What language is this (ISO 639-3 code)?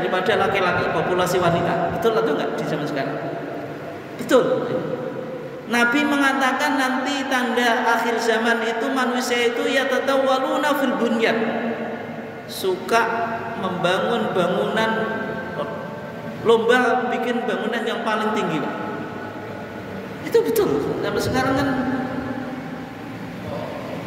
ind